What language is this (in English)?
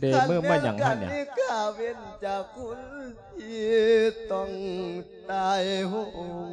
Lao